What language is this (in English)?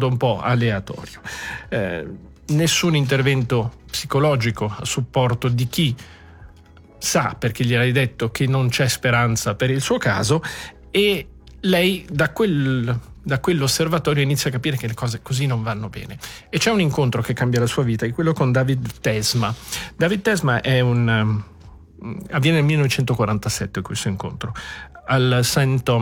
Italian